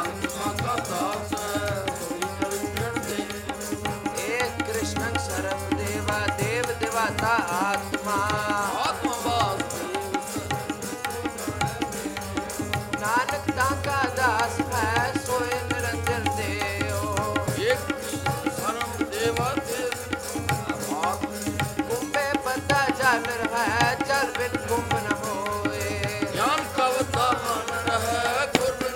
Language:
Punjabi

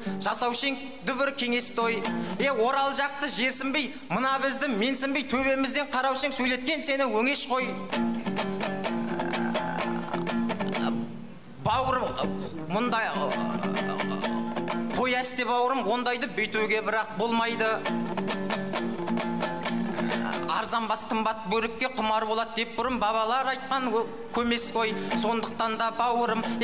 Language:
Kazakh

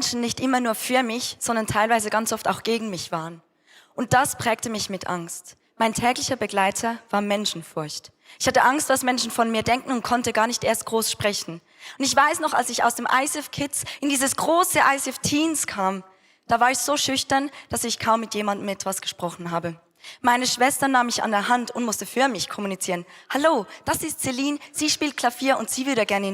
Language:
Swiss German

